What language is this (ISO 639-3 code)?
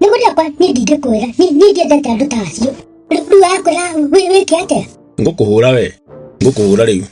kik